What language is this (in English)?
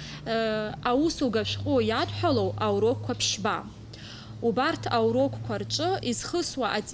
Abkhazian